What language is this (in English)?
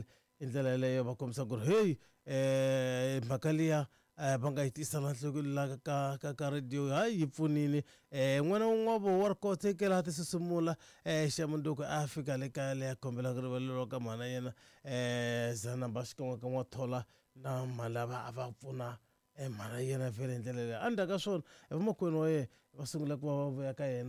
Tsonga